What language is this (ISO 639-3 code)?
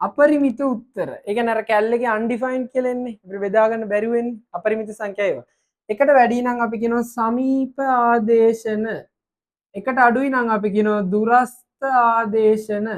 sin